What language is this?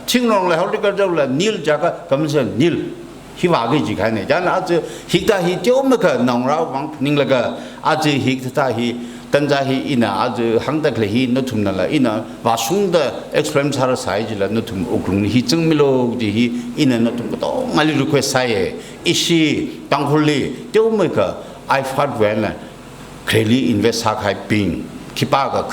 Tangkhul Naga (India)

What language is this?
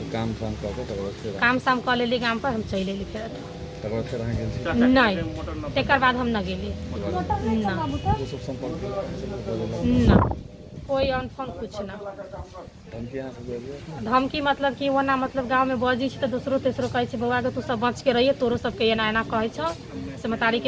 Maithili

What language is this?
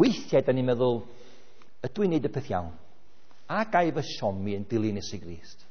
Welsh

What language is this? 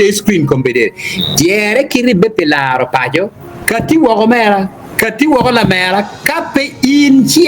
Acoli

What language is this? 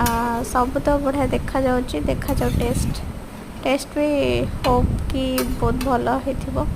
Odia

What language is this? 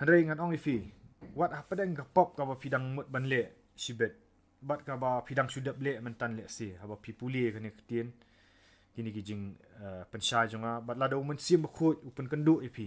Khasi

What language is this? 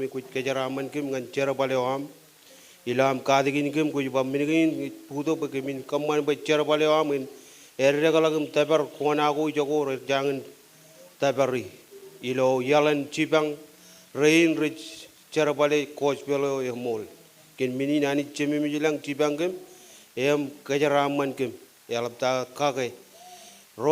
Marshallese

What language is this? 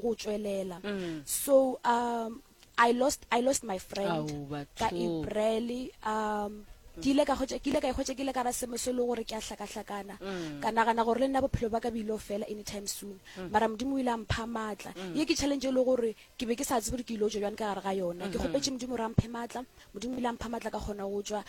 Northern Sotho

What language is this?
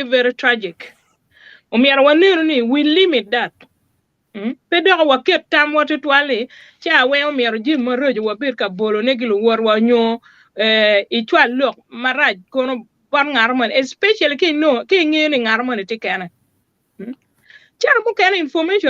Acoli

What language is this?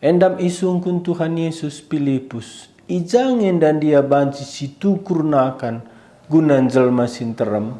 Batak Karo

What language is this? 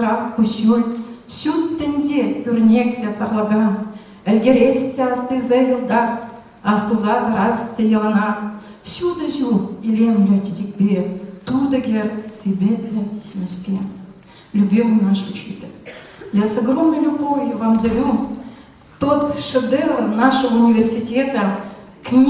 Chuvash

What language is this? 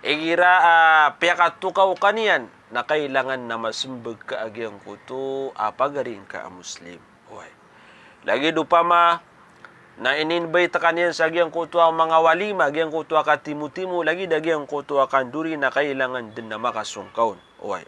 Maranao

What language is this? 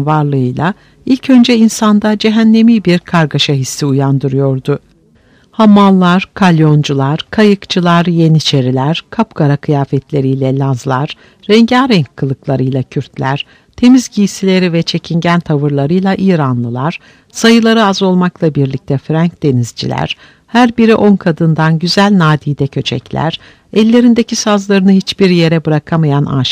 Turkish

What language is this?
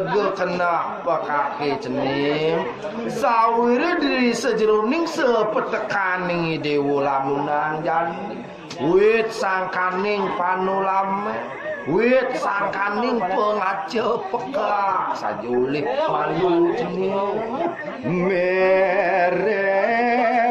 Balinese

